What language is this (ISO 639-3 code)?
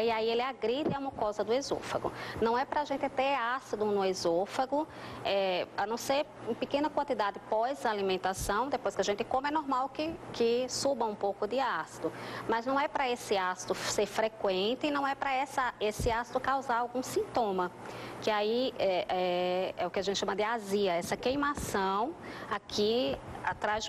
por